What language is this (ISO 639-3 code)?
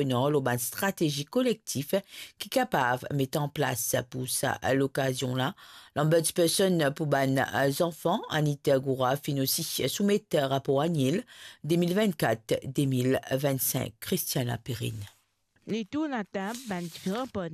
mfe